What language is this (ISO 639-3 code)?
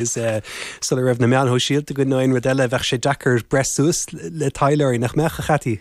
gle